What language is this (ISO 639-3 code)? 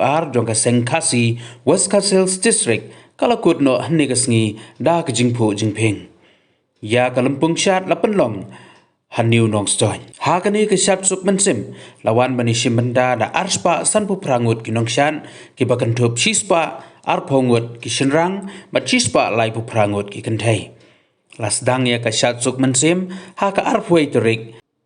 kha